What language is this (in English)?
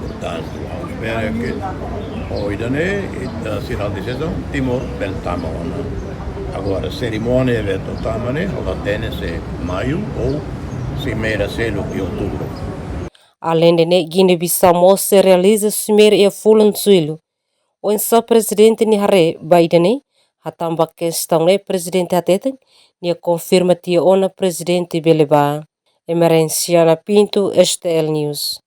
Tetum